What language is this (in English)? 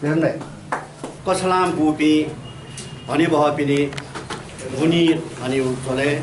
Newari